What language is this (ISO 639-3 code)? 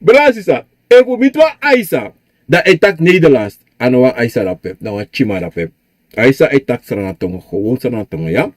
srn